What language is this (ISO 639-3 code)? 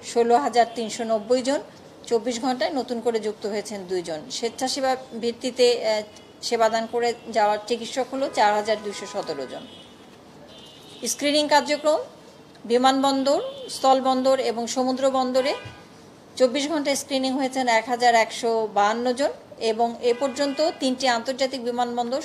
ben